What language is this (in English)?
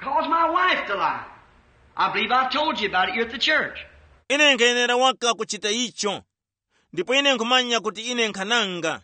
Tumbuka